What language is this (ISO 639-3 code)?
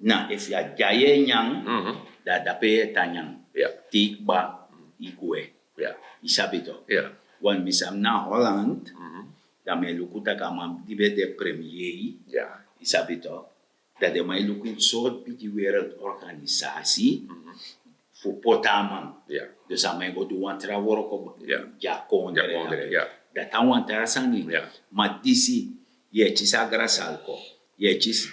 srn